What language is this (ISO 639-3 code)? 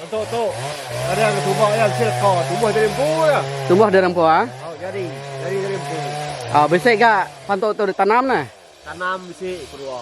iba